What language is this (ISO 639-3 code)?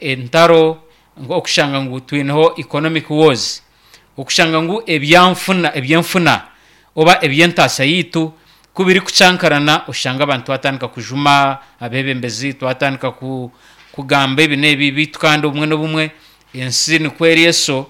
nyn